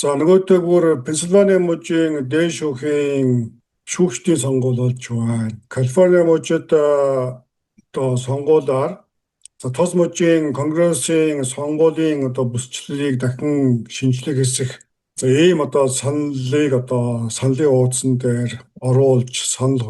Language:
Mongolian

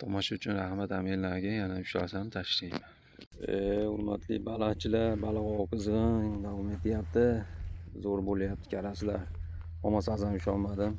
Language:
Uzbek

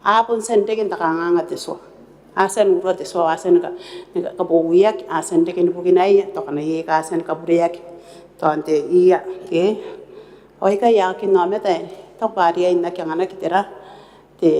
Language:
Gilbertese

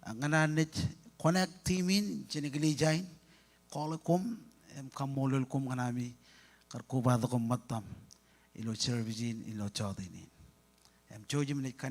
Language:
Marshallese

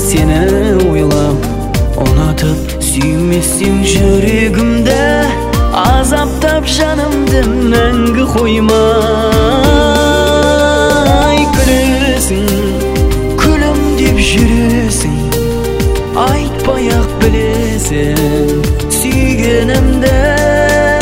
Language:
Kazakh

